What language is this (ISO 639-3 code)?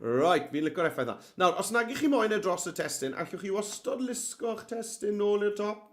cym